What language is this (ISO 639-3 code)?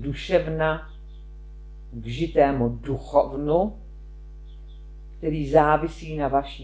ces